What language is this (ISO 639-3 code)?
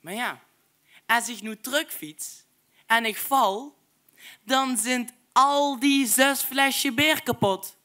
lim